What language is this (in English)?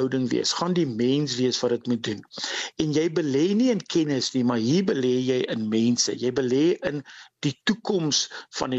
Afrikaans